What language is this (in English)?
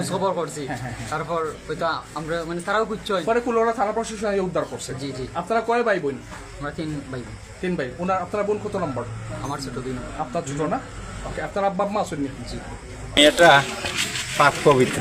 Sylheti